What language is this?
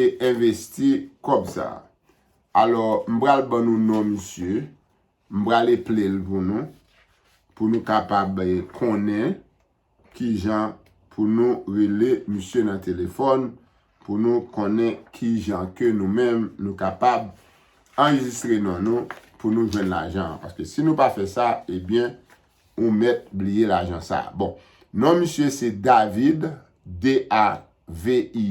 Haitian Creole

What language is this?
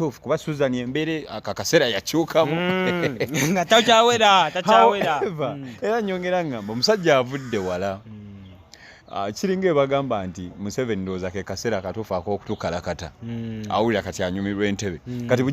Ganda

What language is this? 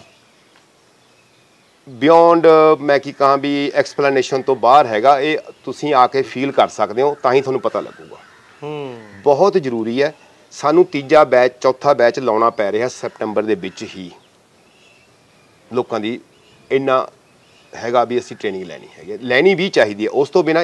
Punjabi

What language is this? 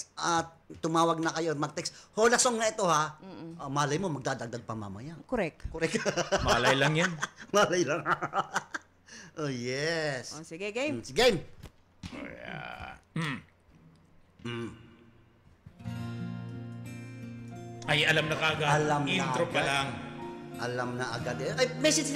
Filipino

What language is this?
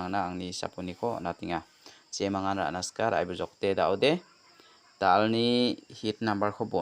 Garo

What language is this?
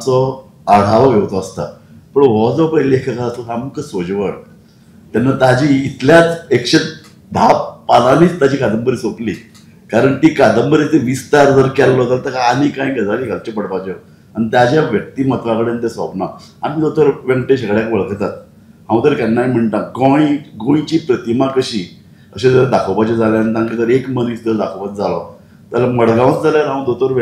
Konkani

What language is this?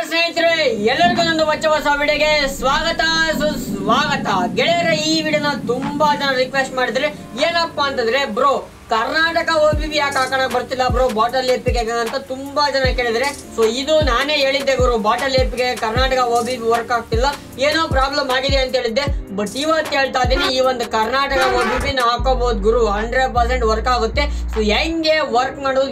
Kannada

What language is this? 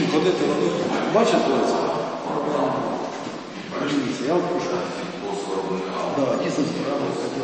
Ukrainian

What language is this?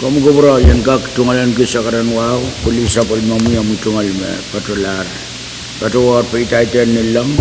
Pohnpeian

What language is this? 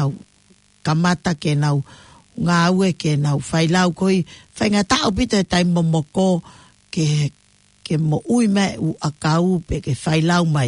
Tongan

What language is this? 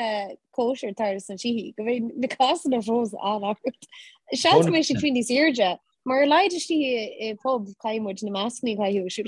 Irish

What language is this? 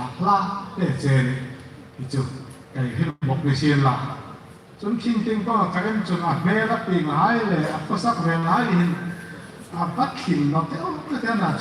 Hmar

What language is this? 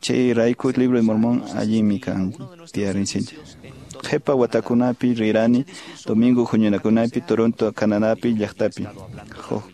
Quechua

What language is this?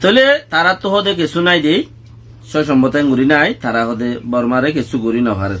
Rohingya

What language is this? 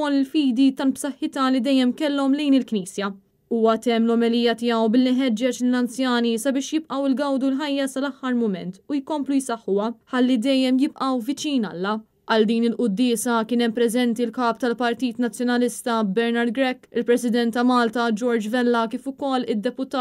Maltese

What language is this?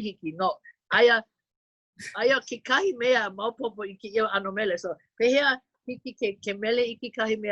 Hawaiian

